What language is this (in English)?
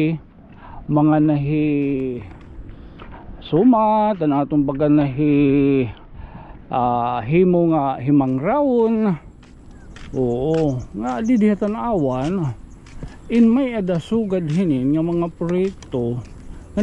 Waray